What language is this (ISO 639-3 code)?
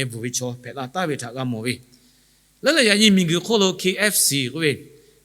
lhu